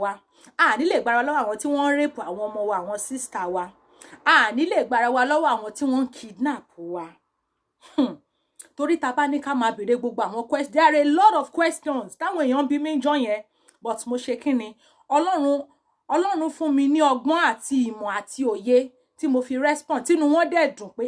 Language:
Yoruba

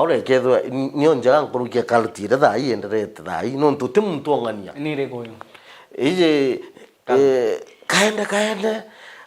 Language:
Meru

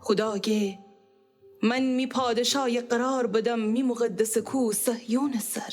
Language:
Gilaki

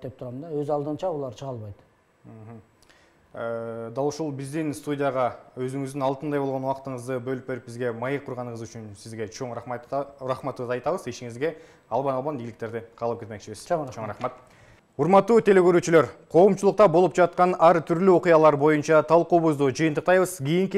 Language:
Kyrgyz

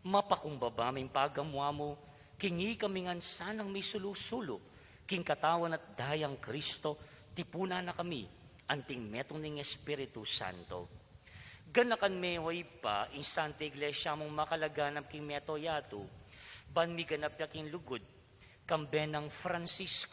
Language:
Pampanga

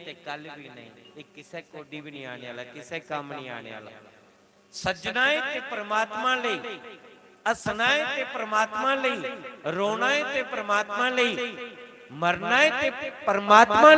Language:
Dogri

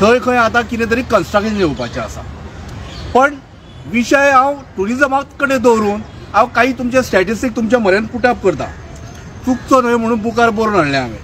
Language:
Konkani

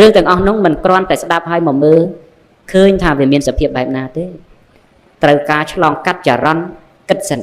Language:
Khmer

